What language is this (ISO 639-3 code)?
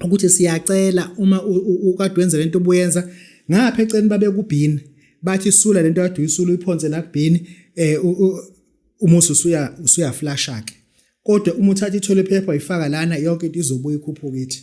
zul